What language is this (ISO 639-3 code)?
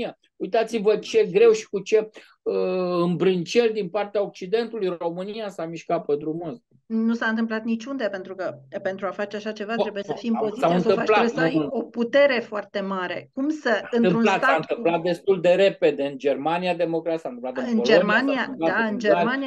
ron